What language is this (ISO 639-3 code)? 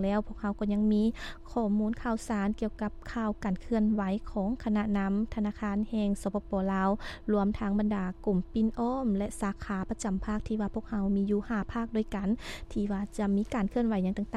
lao